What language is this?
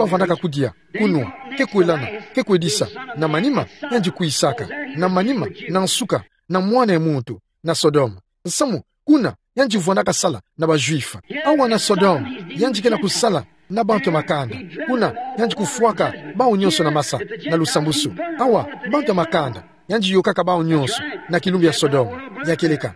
Kituba (Democratic Republic of Congo)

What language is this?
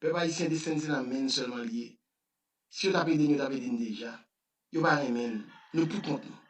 Haitian Creole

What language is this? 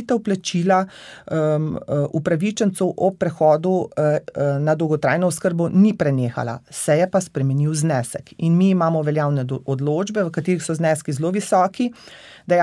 Slovenian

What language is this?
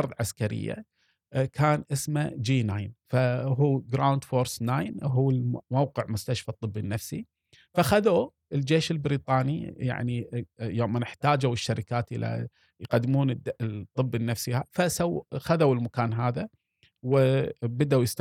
Gulf Arabic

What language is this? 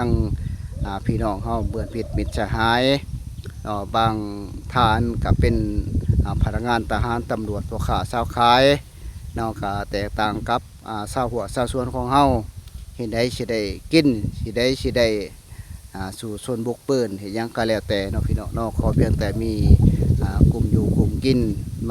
Lao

